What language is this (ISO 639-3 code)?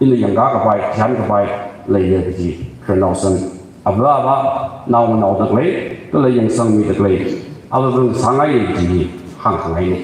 nmf